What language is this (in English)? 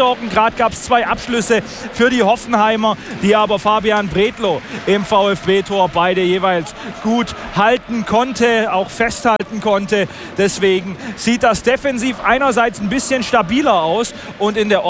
German